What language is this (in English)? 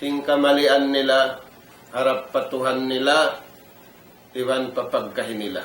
Tausug